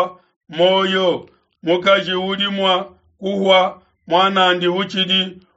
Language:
Luba-Lulua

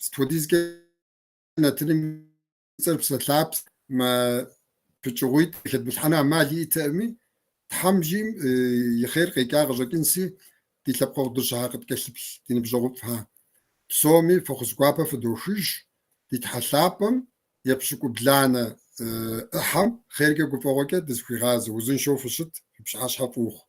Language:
Kabardian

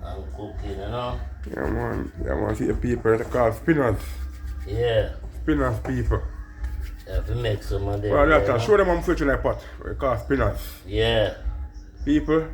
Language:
Jamaican Creole English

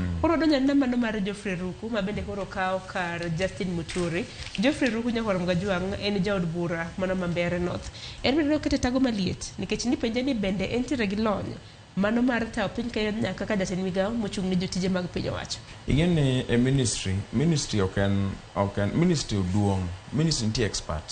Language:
Luo (Kenya and Tanzania)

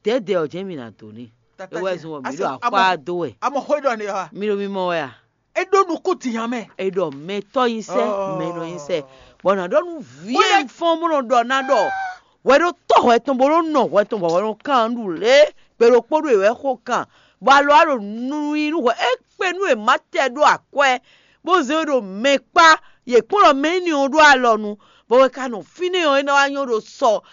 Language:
Fon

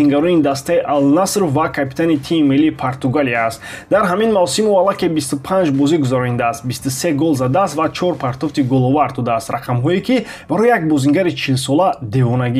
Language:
Tajik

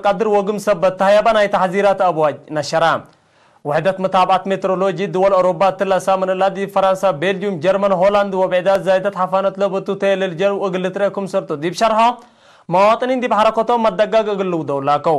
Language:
Tigre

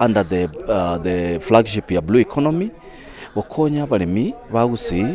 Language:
Gusii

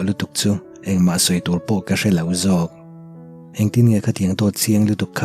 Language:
Mizo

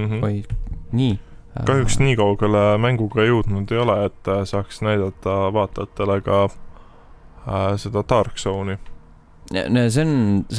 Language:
Estonian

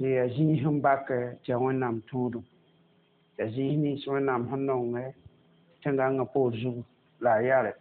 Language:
Mossi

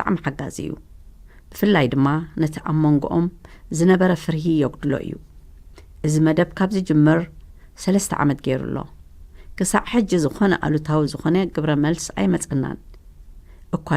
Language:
Tigrinya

